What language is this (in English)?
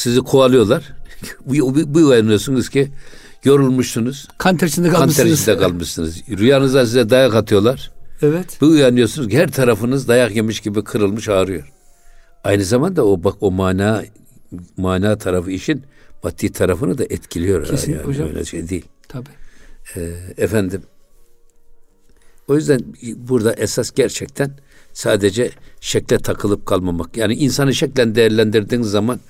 Turkish